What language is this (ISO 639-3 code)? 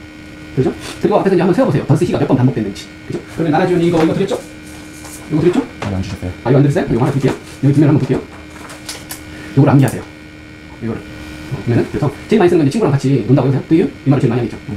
kor